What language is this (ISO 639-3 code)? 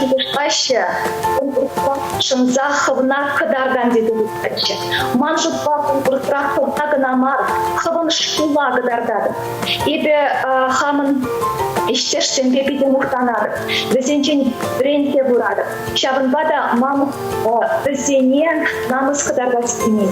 chv